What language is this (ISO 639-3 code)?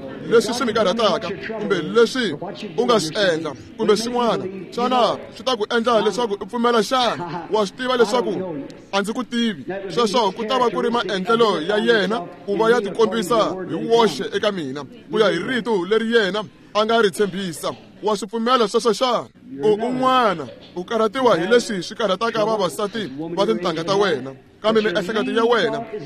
tso